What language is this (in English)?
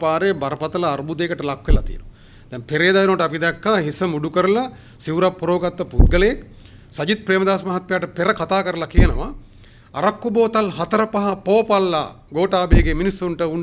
Sinhala